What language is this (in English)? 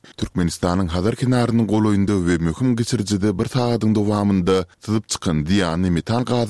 Turkmen